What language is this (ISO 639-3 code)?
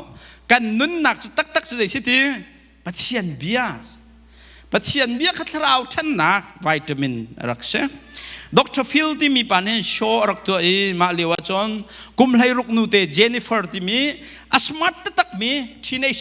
cnh